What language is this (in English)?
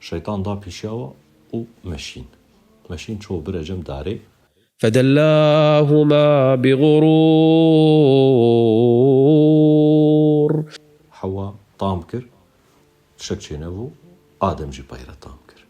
Kurdish